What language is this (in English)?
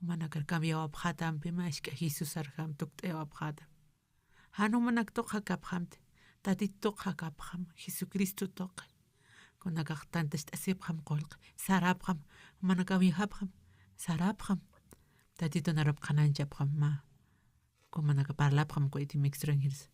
Aymara